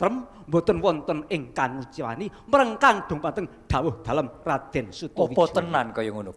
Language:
Javanese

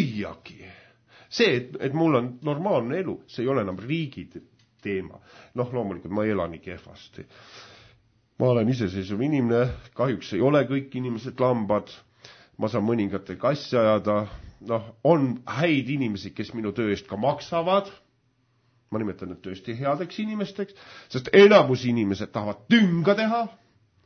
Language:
Estonian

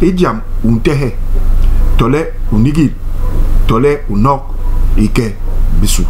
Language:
Basaa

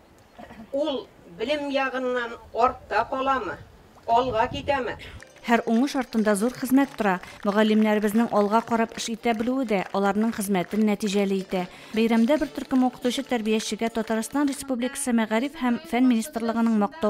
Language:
Tatar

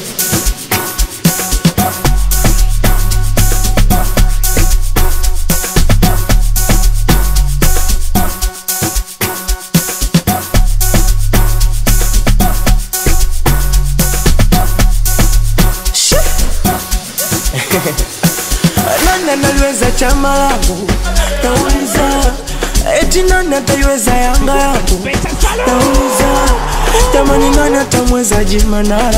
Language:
Swahili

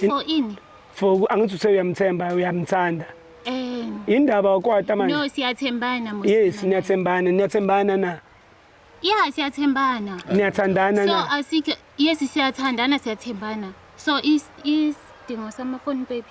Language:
Zulu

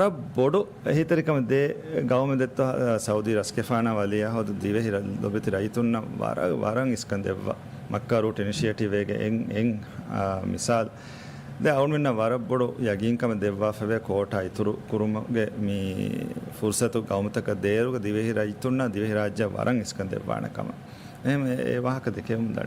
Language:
Divehi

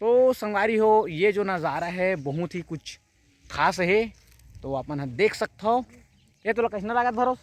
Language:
Chhattisgarhi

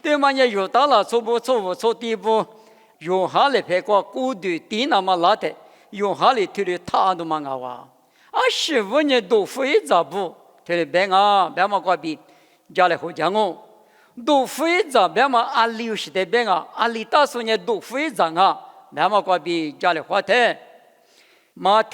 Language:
Lisu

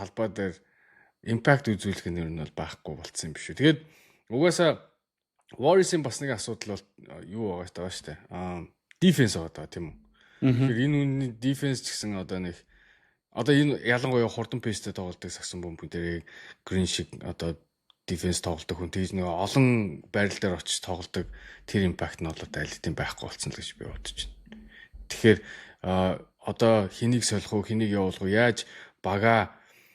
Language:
Mongolian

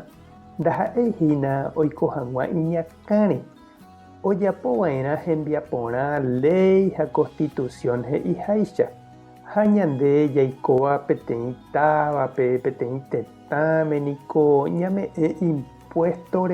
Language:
Guarani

